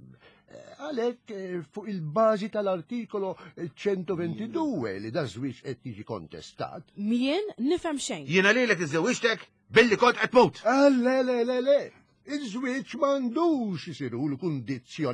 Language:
Maltese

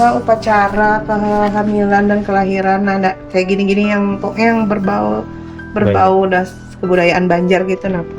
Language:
Banjar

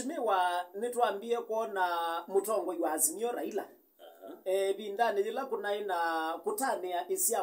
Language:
Kamba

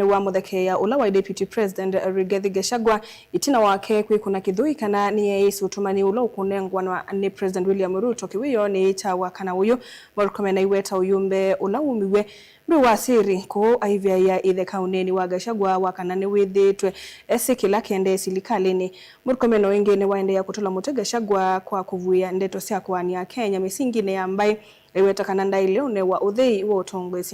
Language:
Kamba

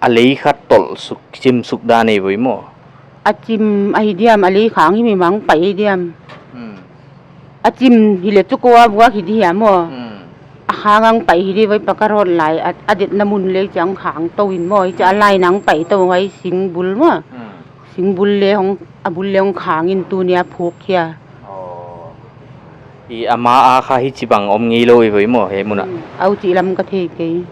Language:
Paite Chin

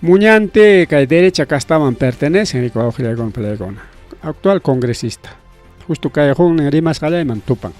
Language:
Ayacucho Quechua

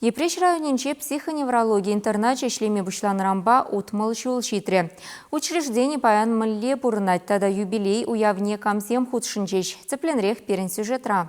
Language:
Chuvash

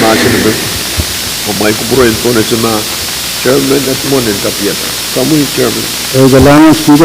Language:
Pohnpeian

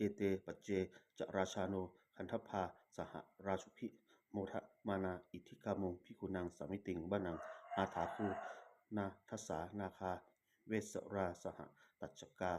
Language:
Pali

